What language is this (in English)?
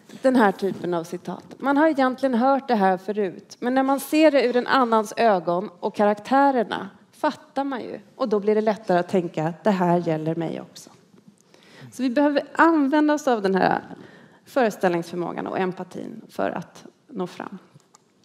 Swedish